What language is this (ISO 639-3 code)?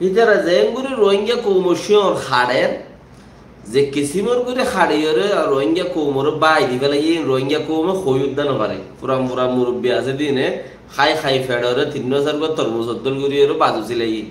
rhg